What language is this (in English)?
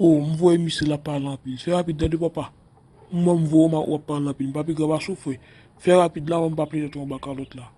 Haitian Creole